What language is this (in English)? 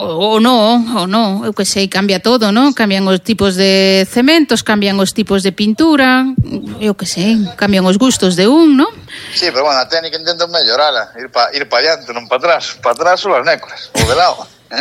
Galician